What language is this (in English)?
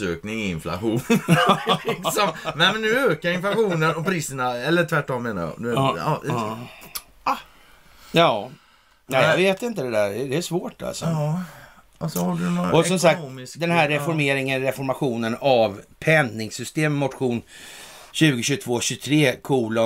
Swedish